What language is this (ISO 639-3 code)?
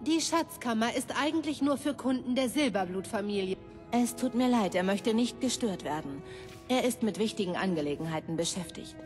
bar